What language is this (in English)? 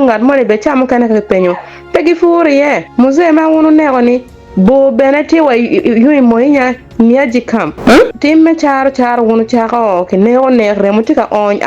Acoli